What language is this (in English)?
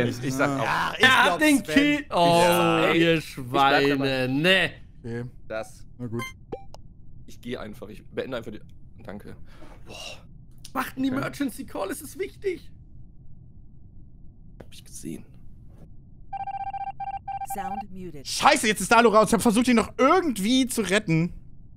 German